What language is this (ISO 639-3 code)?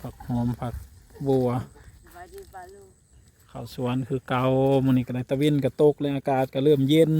lao